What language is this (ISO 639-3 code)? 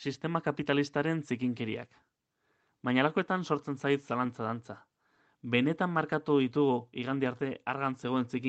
eus